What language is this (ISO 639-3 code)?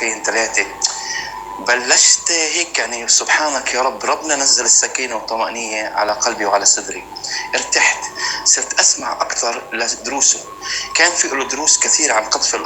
apc